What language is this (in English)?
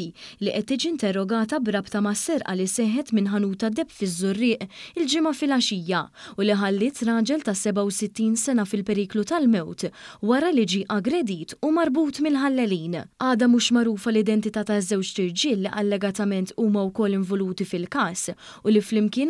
Maltese